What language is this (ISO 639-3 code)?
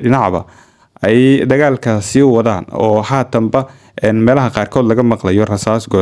som